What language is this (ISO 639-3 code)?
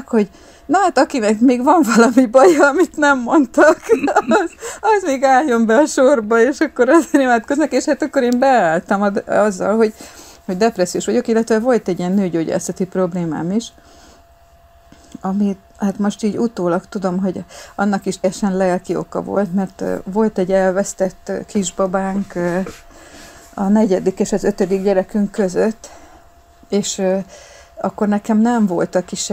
hun